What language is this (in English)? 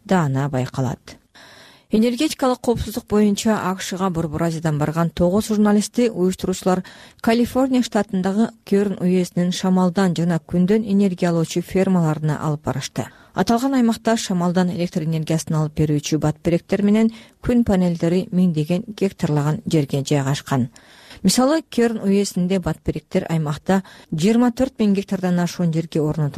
Kyrgyz